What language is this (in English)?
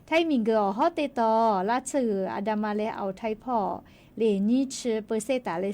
Lahu